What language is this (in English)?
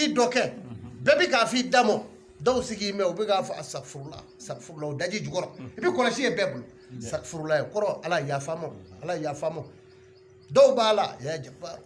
Bambara